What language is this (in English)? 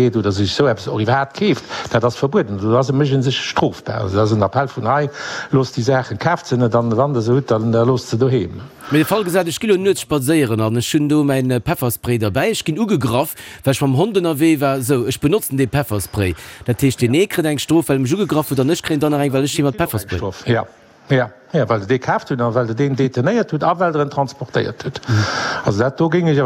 Luxembourgish